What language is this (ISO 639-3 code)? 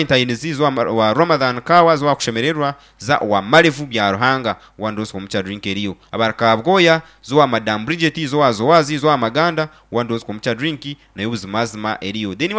nyn